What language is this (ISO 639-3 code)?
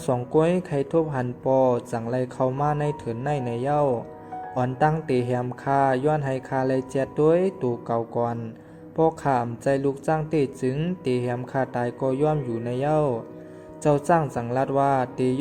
shn